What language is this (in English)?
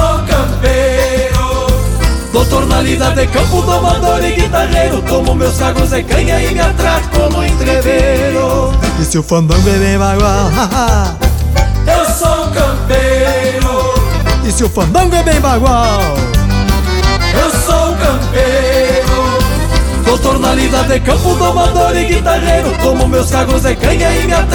Portuguese